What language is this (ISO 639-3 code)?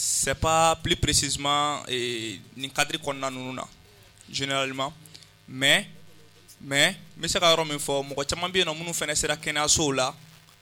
bam